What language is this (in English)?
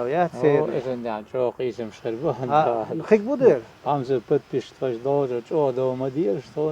Chechen